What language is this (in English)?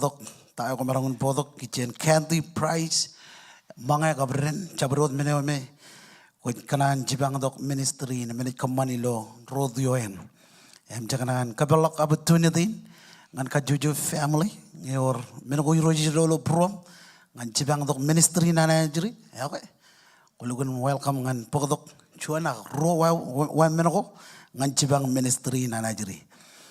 Marshallese